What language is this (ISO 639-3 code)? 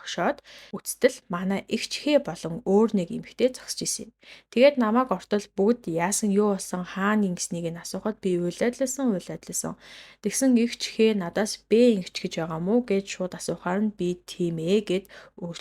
mon